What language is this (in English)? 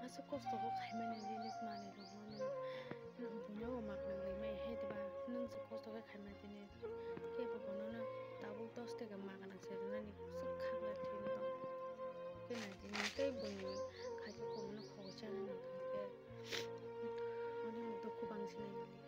Kok Borok